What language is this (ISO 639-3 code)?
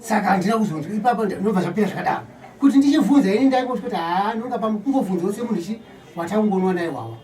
sna